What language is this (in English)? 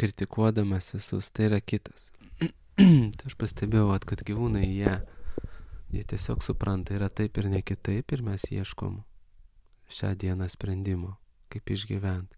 Lithuanian